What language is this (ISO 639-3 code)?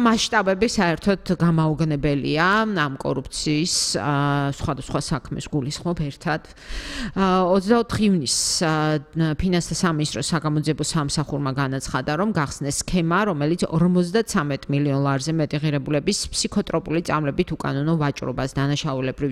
kat